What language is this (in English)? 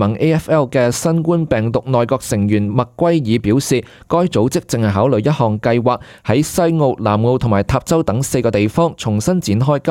Cantonese